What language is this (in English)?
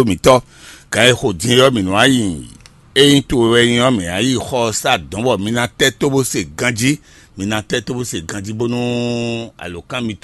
Fon